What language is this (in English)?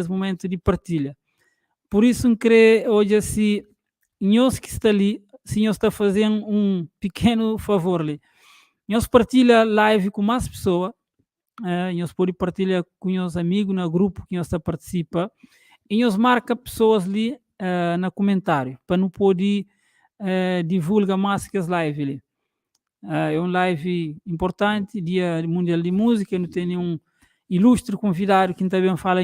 Kabuverdianu